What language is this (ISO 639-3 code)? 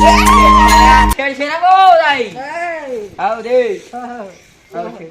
hne